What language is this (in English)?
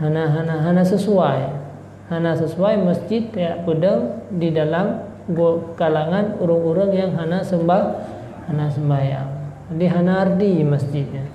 Achinese